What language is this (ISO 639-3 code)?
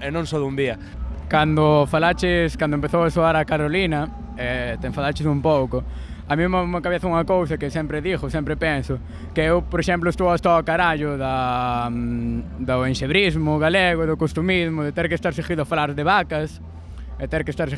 glg